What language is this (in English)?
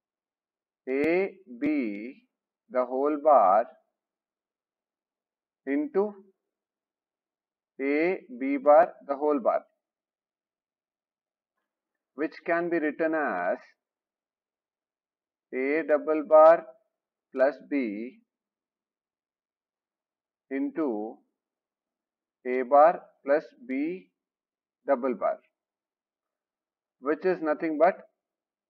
English